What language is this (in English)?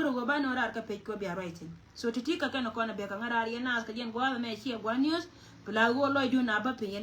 Nuer